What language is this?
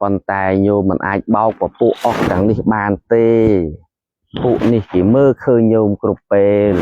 Khmer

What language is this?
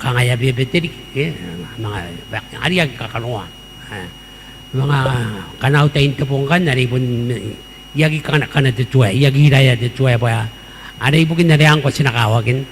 Gilbertese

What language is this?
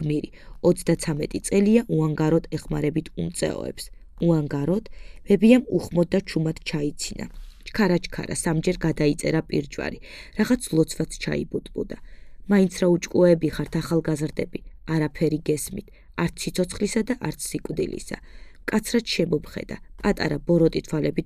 Georgian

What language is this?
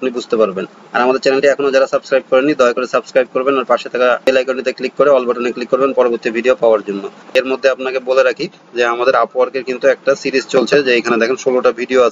Bangla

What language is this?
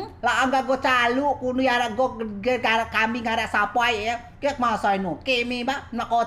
Rejang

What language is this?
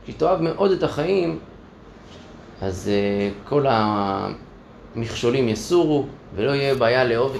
Hebrew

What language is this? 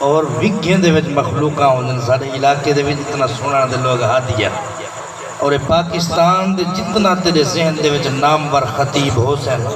Saraiki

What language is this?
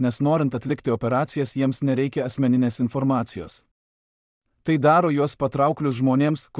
Lithuanian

